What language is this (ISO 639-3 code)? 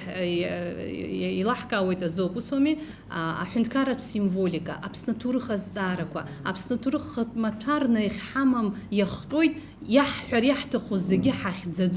abk